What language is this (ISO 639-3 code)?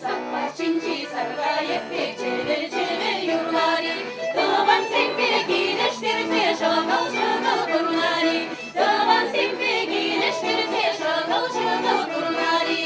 chv